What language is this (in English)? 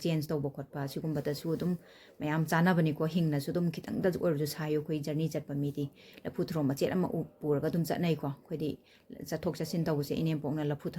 Manipuri